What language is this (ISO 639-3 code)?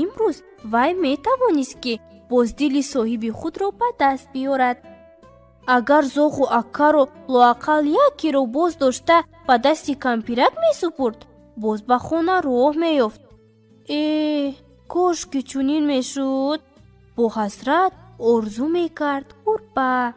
tgk